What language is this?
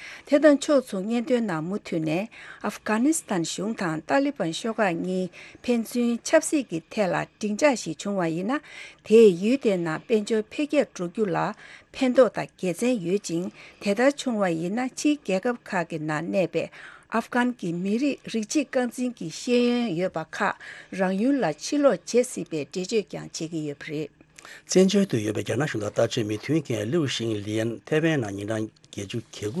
Tibetan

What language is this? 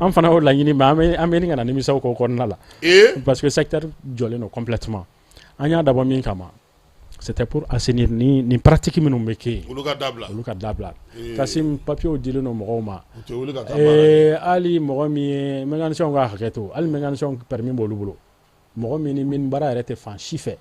Bambara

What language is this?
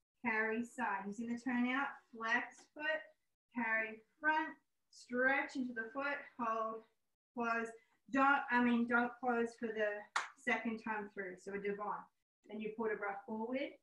English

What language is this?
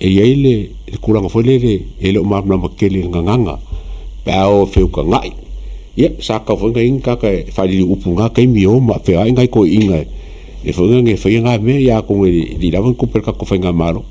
Samoan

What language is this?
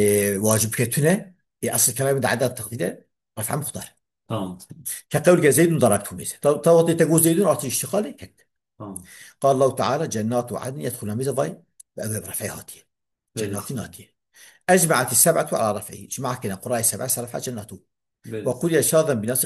Kurdish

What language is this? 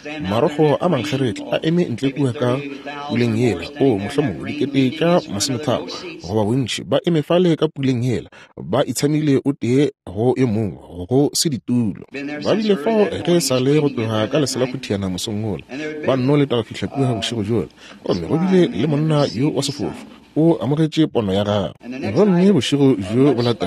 Northern Sotho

